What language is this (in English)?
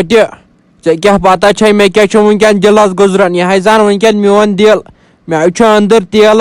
Kashmiri